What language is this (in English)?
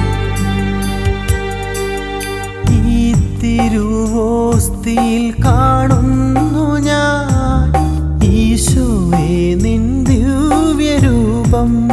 Malayalam